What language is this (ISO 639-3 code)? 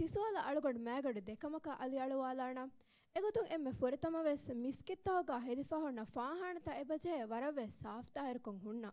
div